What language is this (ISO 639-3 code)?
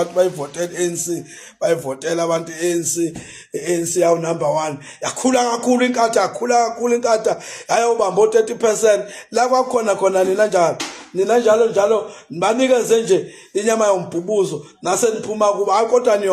zul